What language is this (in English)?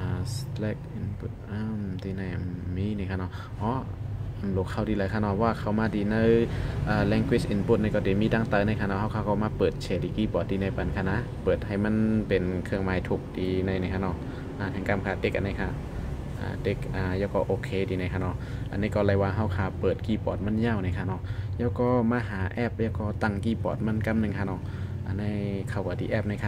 Shan